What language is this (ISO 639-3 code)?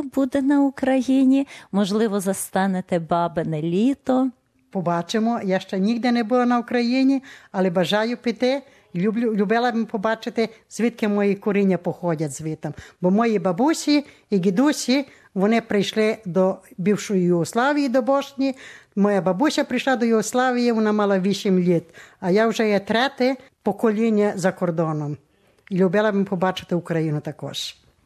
ukr